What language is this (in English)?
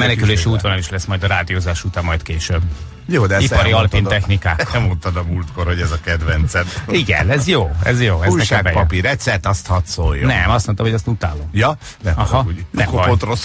Hungarian